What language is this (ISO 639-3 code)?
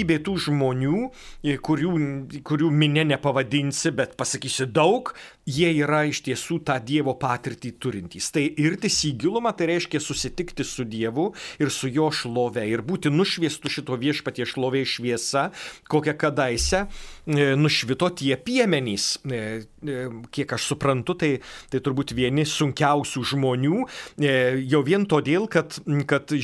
lit